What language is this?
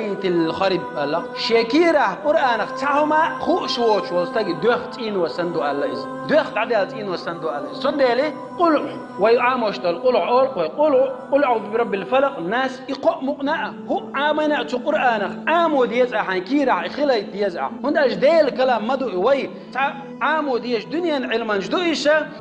Chechen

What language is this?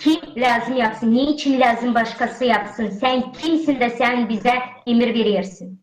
Gagauz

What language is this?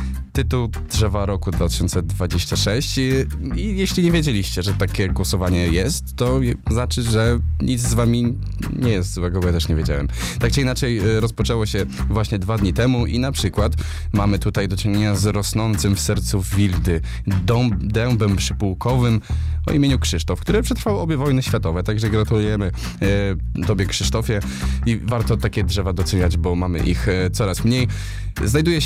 Polish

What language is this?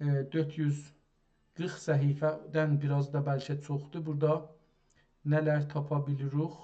South Azerbaijani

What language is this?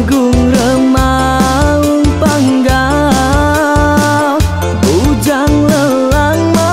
Iban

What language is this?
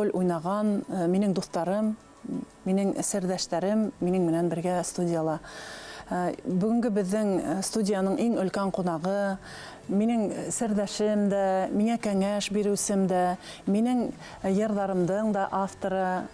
Bashkir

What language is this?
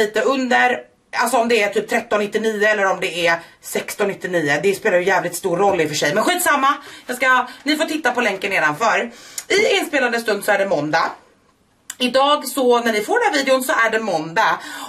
Swedish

